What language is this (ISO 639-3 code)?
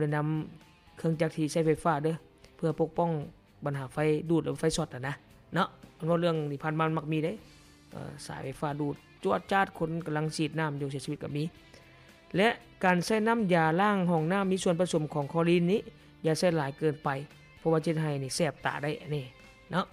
lao